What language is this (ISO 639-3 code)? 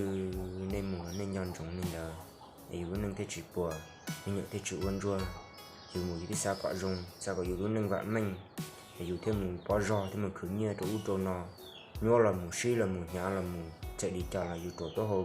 hmn